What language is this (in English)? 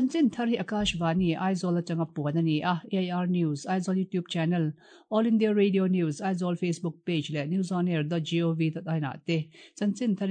Mizo